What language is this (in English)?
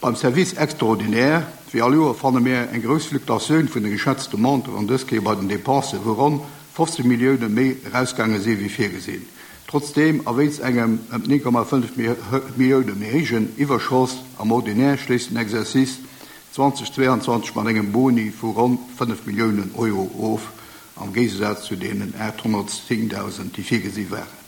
Luxembourgish